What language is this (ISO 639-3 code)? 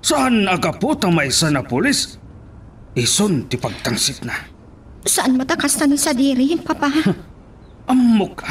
ilo